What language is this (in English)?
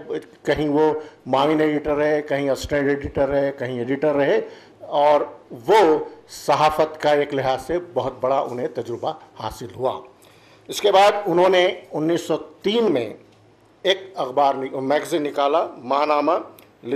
Urdu